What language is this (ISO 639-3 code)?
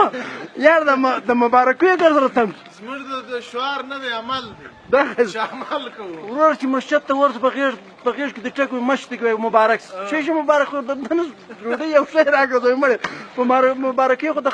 pus